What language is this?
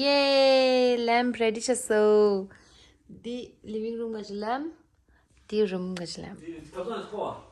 Tibetan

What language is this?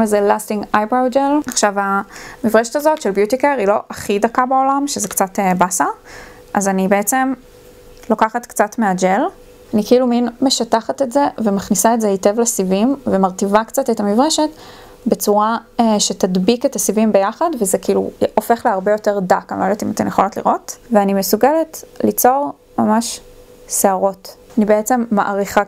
Hebrew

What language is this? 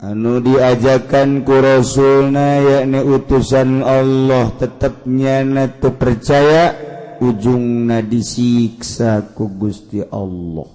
Sundanese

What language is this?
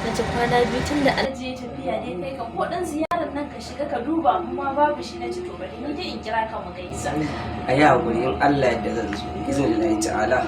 Hausa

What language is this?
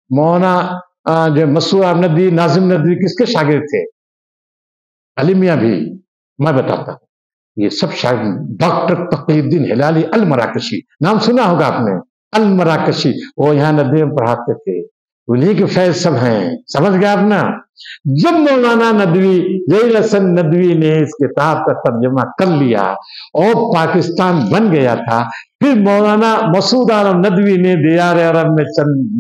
Urdu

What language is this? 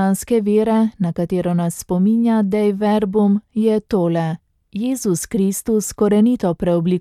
Slovenian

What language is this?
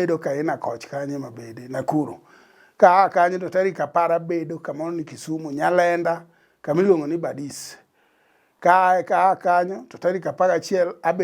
Luo (Kenya and Tanzania)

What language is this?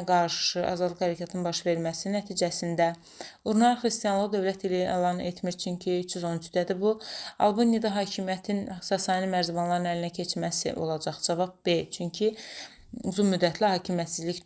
Azerbaijani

